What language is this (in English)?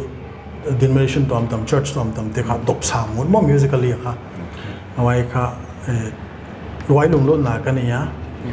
Paite Chin